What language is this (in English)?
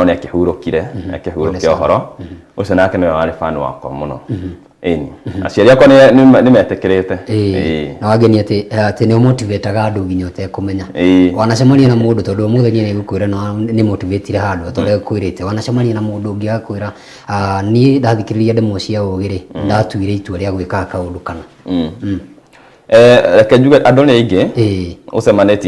Kikuyu